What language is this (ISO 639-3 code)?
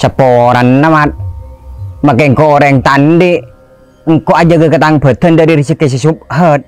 mad